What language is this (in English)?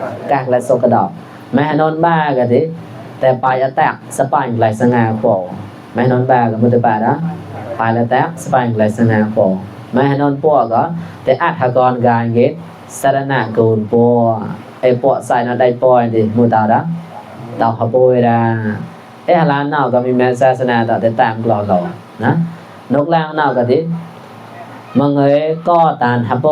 Mon